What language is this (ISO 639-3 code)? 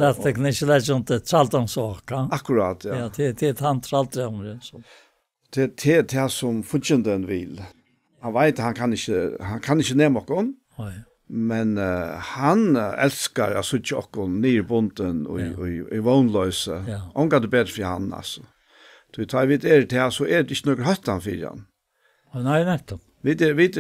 fao